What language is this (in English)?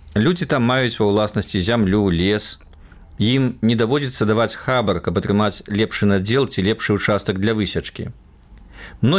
Belarusian